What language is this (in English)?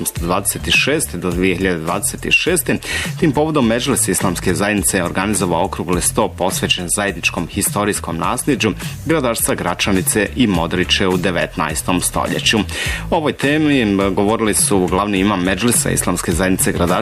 Bosnian